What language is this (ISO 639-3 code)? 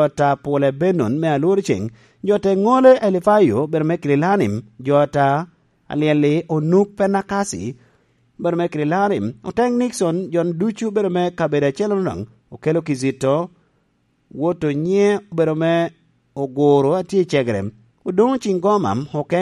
laj